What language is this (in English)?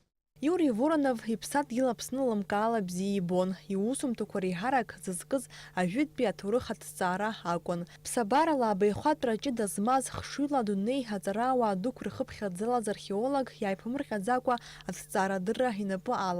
Abkhazian